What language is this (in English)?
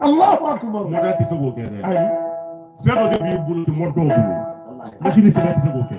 Bambara